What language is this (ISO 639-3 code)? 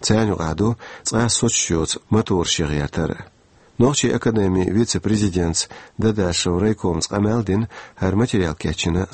che